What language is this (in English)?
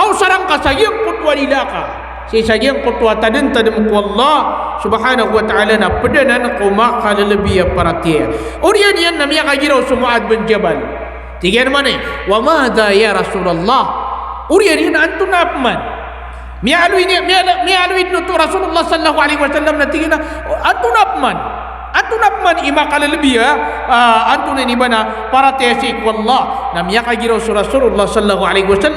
Maranao